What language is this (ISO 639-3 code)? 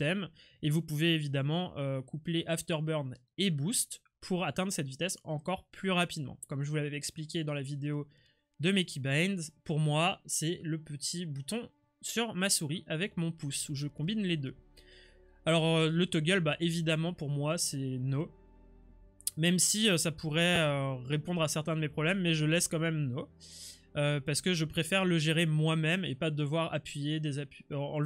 fra